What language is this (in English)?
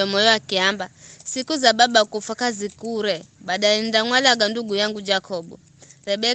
Giryama